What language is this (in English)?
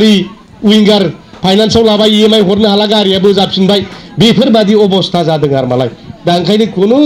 Bodo